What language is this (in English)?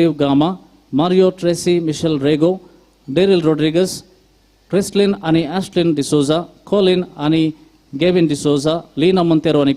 Konkani